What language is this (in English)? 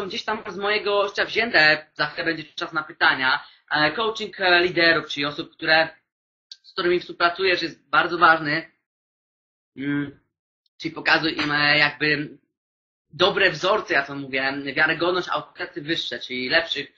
Polish